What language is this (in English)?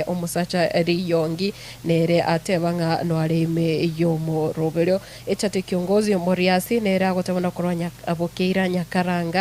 Gusii